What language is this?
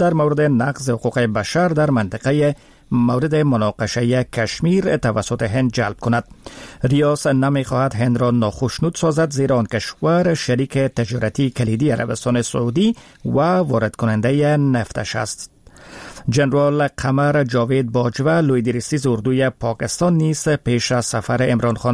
Persian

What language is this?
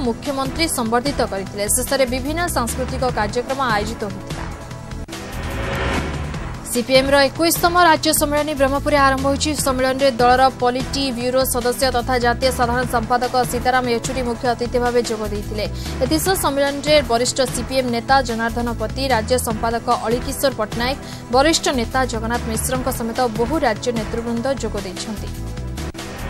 Odia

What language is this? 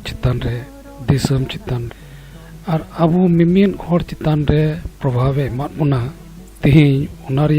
Santali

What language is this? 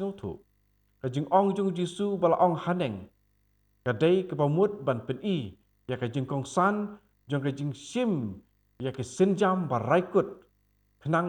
Khasi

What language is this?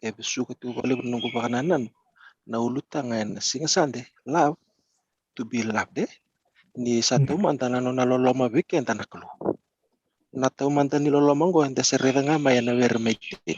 Fijian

